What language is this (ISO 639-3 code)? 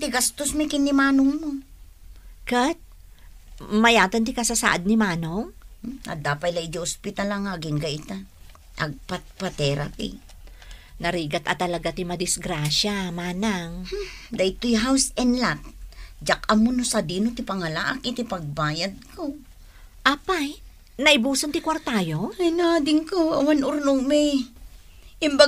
ilo